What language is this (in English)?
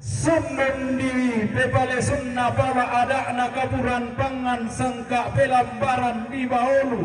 Toraja-Sa'dan